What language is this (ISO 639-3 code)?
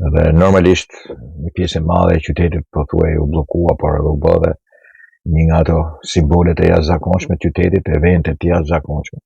sqi